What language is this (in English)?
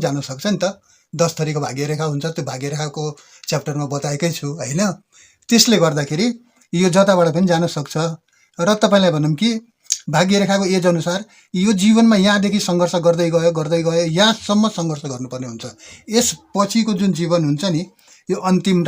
Nepali